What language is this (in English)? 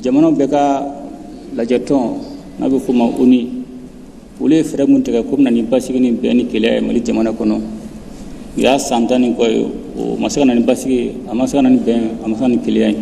Bambara